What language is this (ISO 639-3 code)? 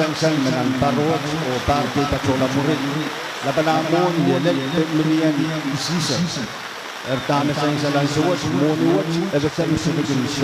pon